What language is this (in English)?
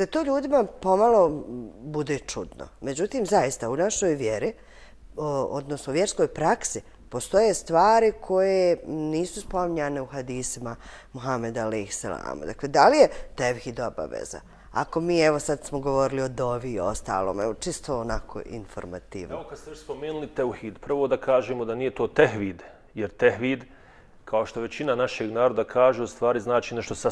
Bosnian